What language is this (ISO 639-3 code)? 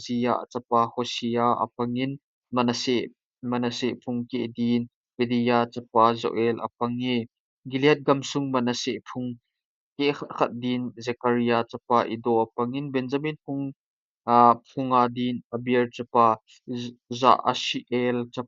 tcz